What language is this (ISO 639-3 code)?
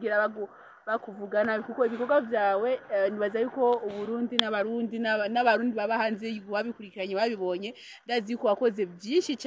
run